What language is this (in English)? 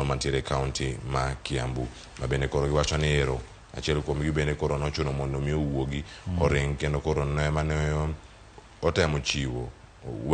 Luo (Kenya and Tanzania)